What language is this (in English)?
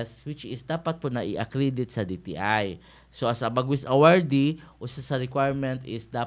Filipino